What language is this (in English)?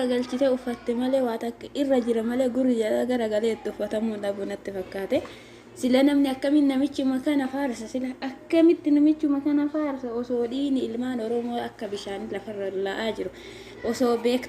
Oromo